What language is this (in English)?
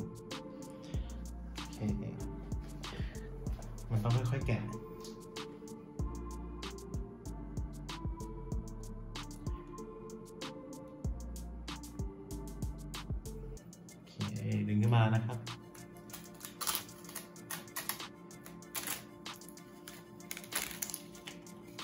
Thai